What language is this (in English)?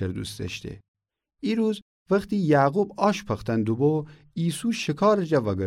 Gilaki